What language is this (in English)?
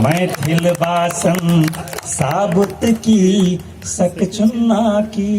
Maithili